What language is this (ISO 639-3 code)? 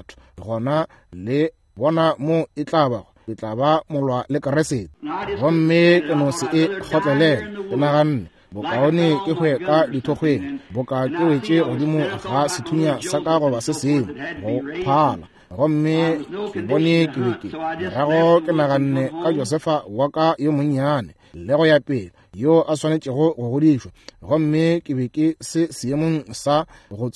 nso